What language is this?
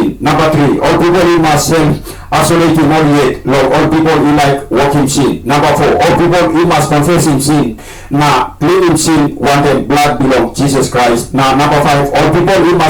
Tok Pisin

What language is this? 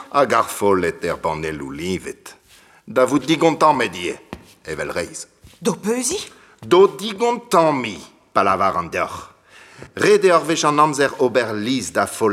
Breton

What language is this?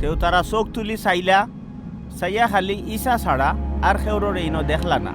Sylheti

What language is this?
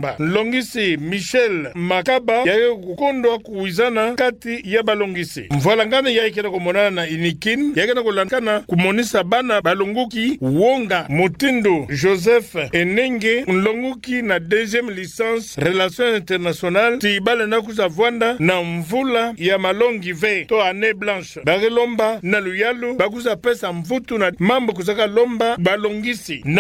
Kituba (Democratic Republic of Congo)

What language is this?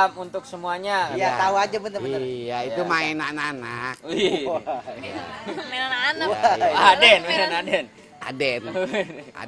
Betawi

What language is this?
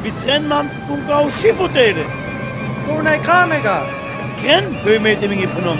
Sinte Romani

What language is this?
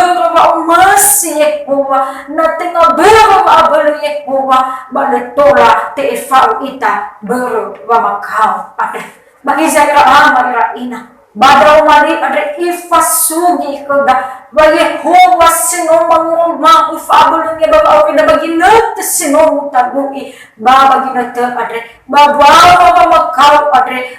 Nias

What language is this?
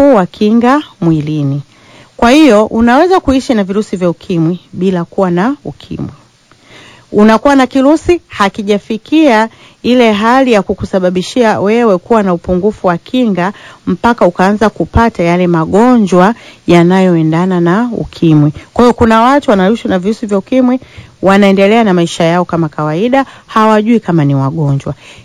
Swahili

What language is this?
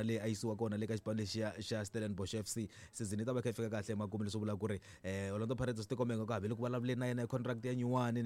Tsonga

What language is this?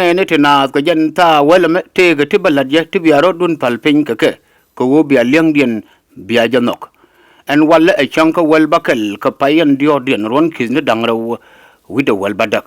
Nuer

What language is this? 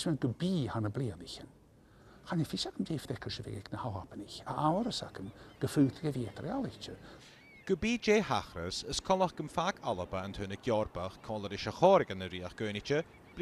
Scottish Gaelic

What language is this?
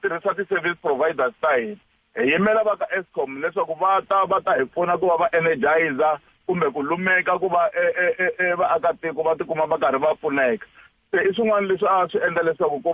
Tsonga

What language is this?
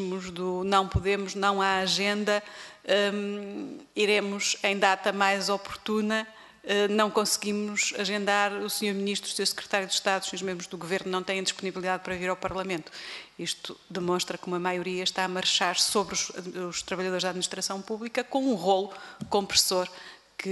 Portuguese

